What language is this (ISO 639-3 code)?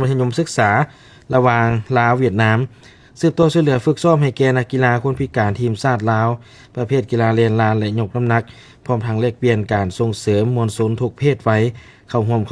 lao